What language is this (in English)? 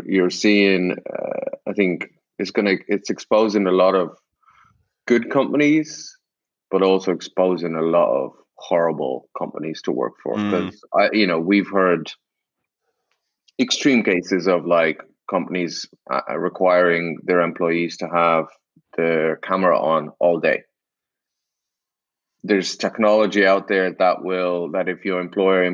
English